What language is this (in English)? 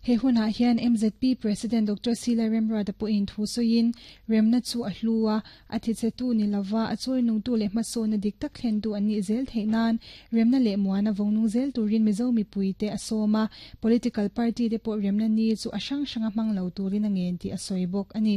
Mizo